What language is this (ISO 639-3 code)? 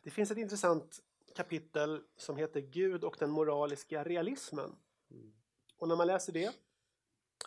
swe